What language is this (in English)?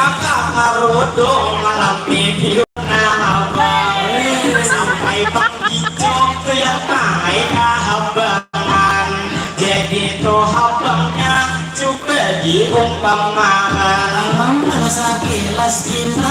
Banjar